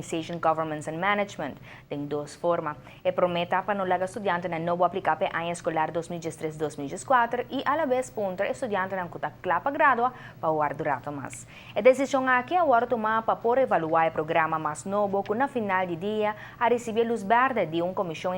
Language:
Papiamento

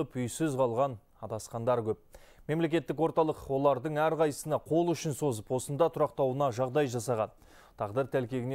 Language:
Kazakh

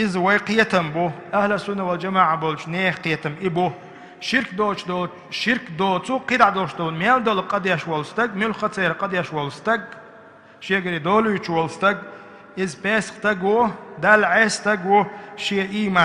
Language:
Chechen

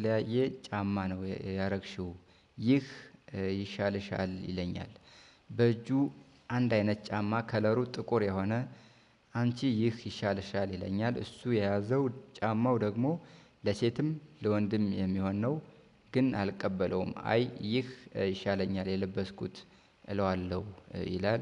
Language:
Amharic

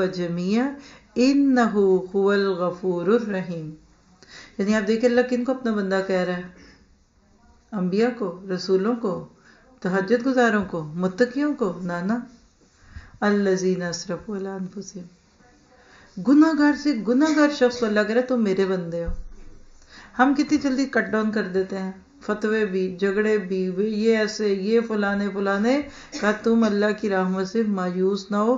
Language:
Urdu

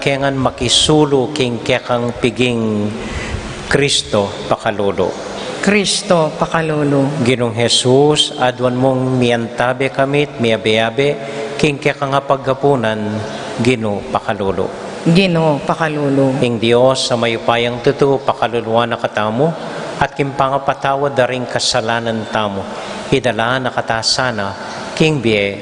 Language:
Pampanga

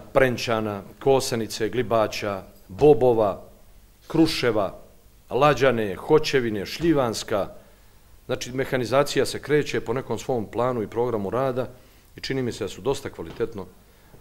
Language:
Bosnian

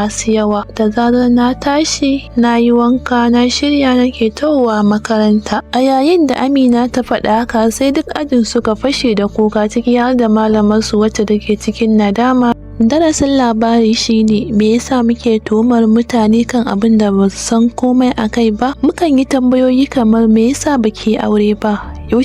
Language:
Hausa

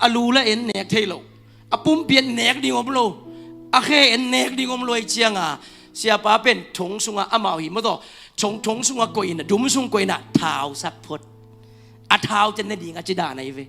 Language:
Tedim Chin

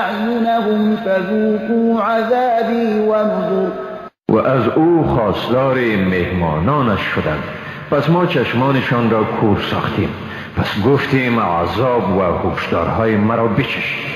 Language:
Persian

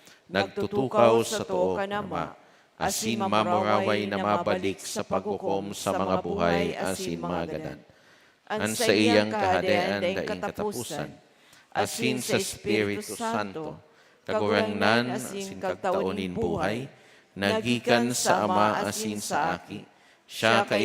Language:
Bikol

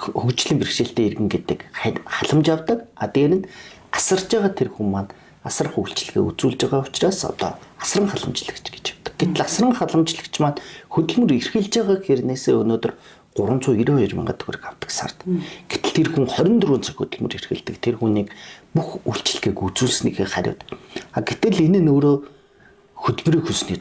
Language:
Mongolian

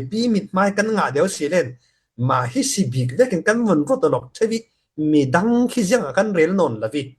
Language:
Falam Chin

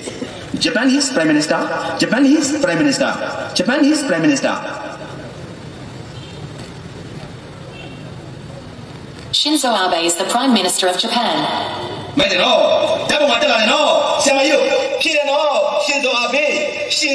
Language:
Burmese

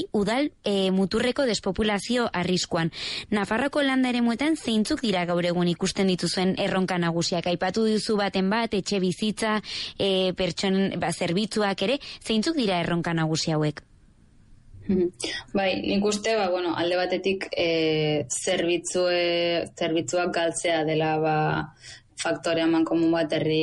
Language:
Basque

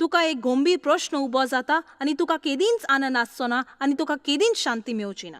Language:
Konkani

